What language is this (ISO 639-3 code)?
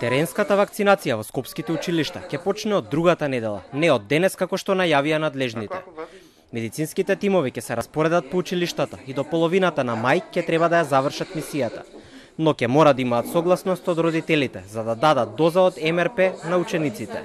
mkd